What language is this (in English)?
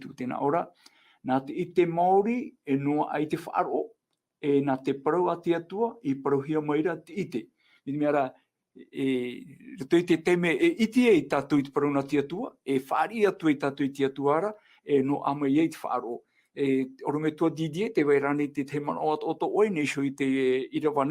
Tahitian